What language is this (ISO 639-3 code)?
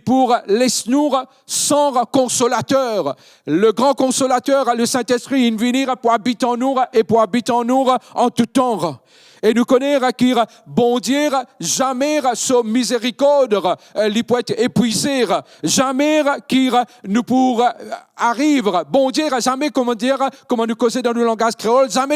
mfe